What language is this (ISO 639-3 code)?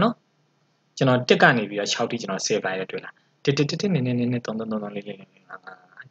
mya